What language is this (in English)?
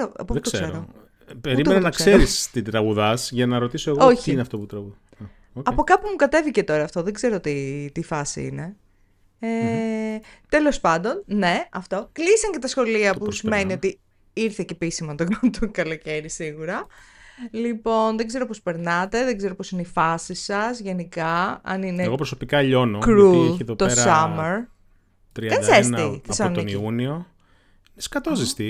Greek